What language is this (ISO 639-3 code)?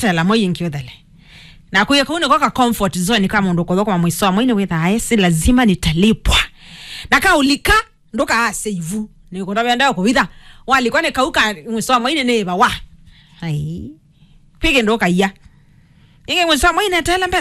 kam